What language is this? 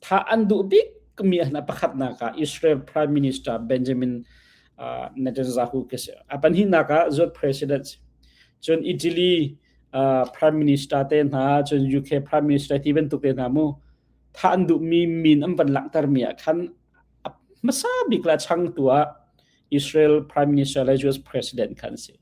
Hakha Chin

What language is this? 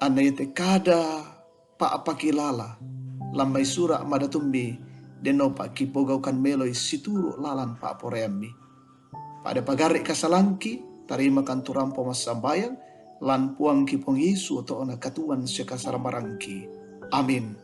Toraja-Sa'dan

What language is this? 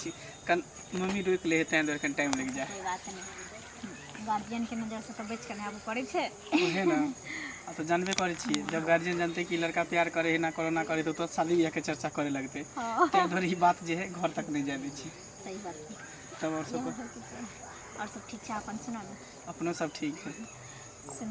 Maithili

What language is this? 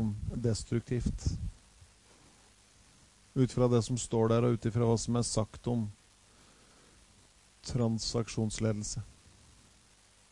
Norwegian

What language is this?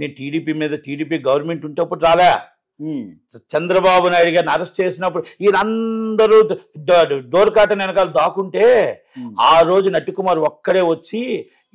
Telugu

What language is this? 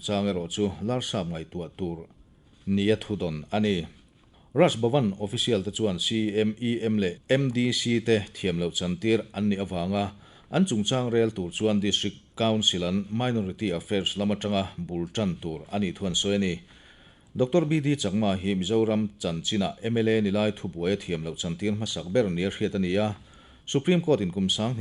Mizo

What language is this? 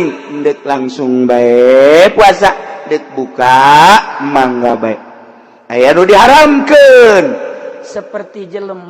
Sundanese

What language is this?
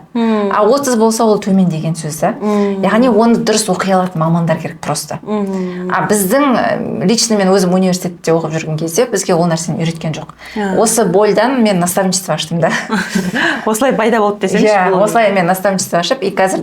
Kazakh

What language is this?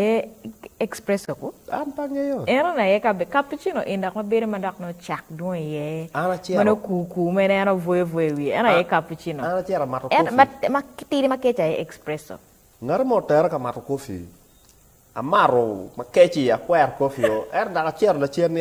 Acoli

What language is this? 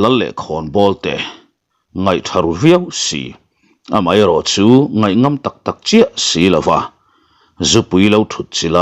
Mizo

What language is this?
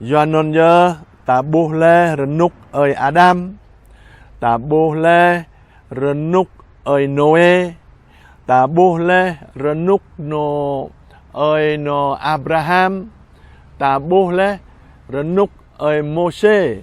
Jarai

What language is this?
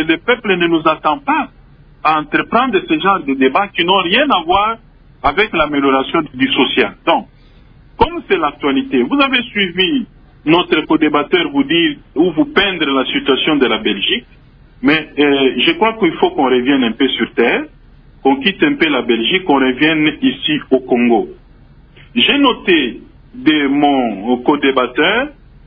French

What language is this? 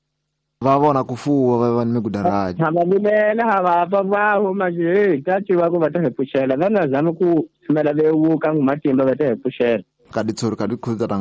Tsonga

